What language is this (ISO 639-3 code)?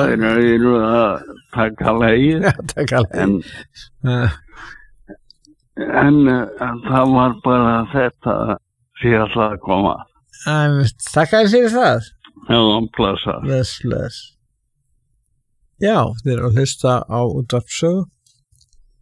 isl